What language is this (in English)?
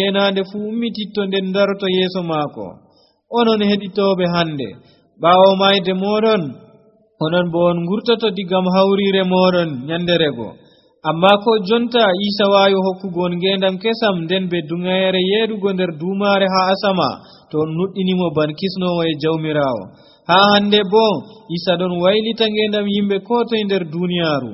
Nigerian Fulfulde